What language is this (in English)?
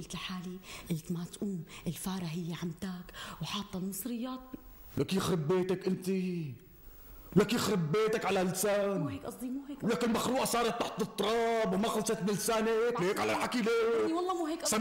North Levantine Arabic